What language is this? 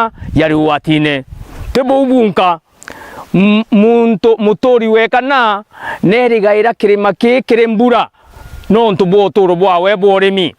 Meru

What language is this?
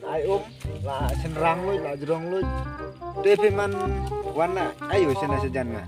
Khasi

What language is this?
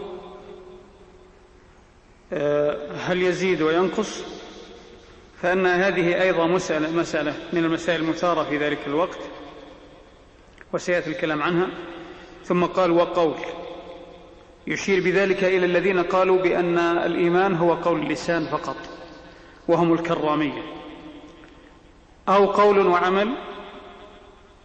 Arabic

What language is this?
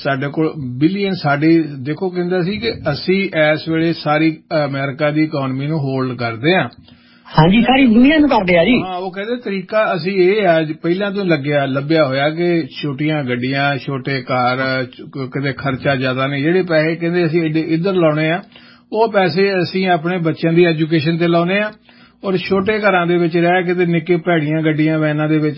Punjabi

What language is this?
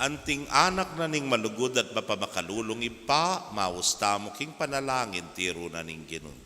Pampanga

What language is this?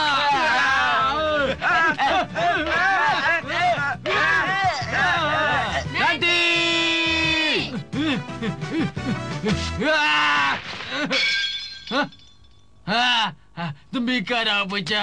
Malay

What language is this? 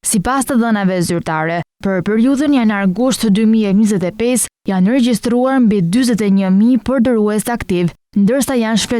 Albanian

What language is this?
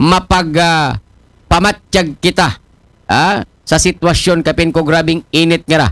Aklanon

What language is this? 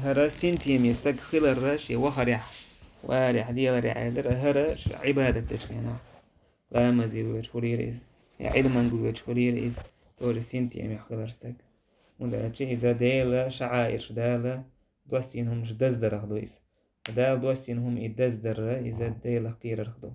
Chechen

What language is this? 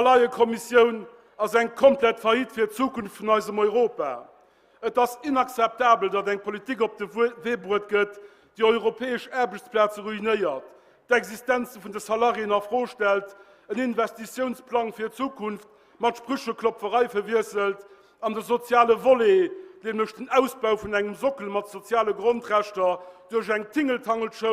Luxembourgish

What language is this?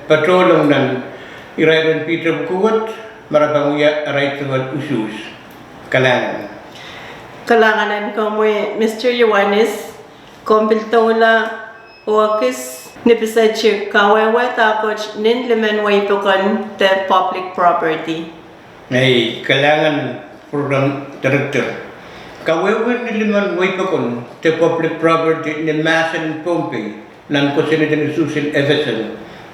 Pohnpeian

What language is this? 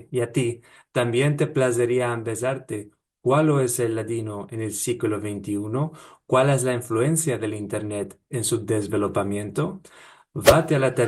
Ladino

